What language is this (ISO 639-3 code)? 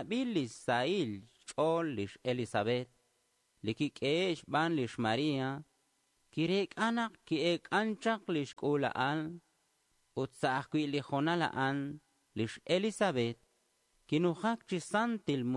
kek